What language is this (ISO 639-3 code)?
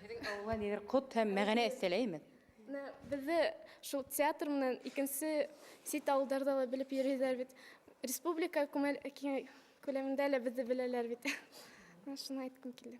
bak